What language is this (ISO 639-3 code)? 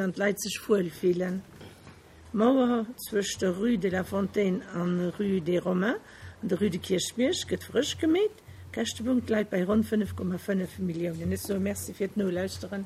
ltz